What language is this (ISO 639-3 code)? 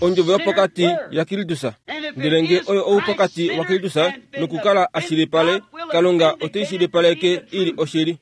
kua